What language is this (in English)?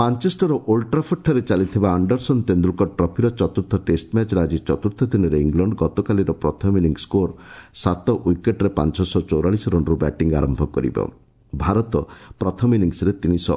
Odia